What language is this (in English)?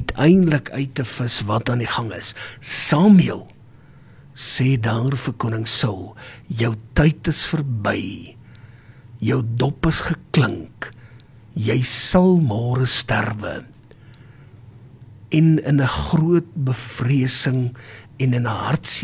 Afrikaans